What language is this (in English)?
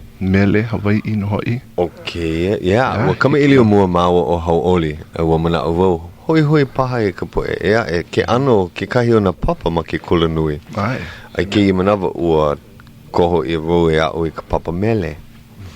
Hawaiian